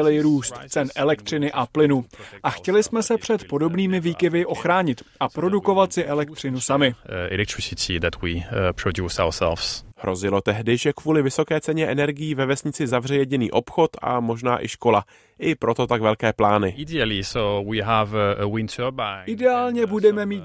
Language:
Czech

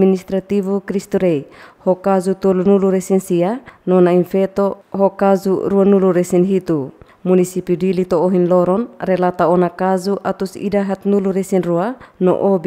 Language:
Tetum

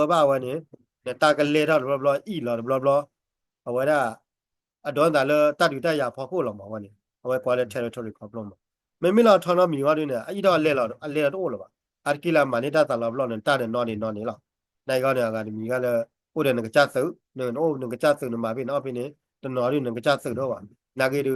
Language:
S'gaw Karen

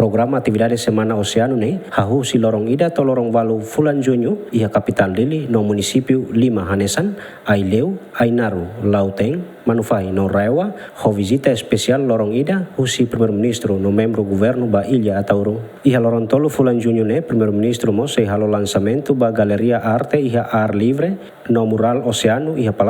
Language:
Tetum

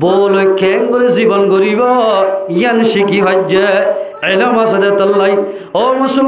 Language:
Rohingya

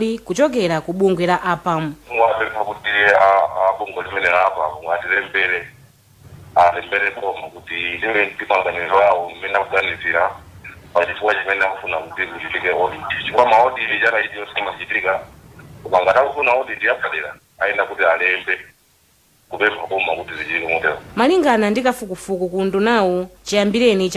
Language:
Nyanja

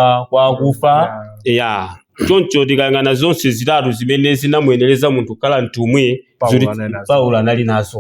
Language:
Nyanja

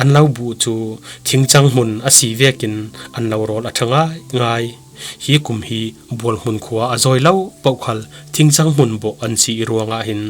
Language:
Falam Chin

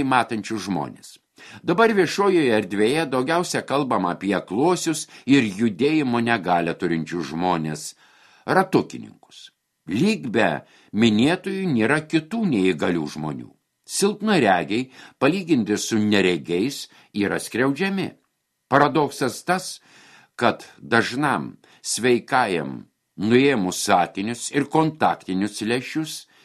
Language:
Lithuanian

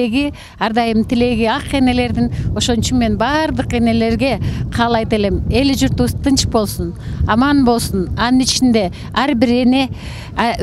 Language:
Kyrgyz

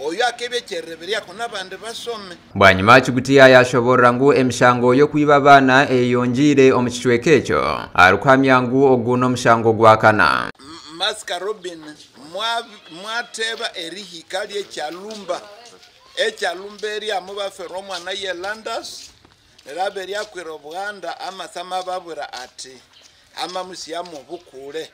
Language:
Nyankole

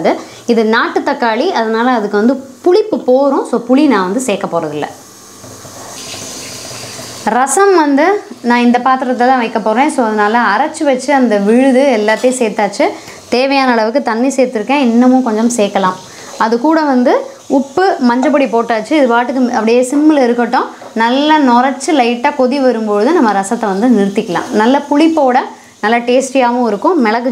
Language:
Tamil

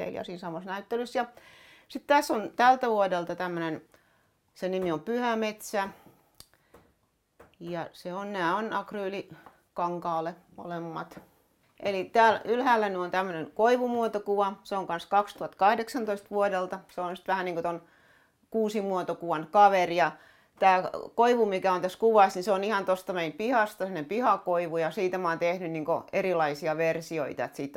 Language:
Finnish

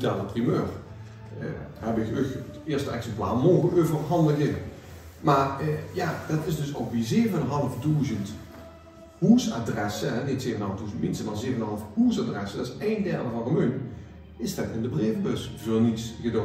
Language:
Limburgish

